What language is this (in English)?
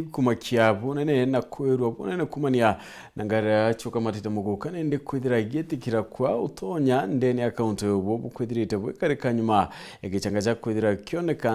Meru